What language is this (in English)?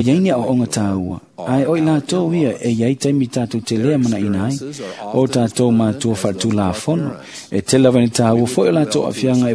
Samoan